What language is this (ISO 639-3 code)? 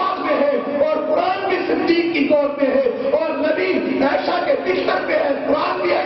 urd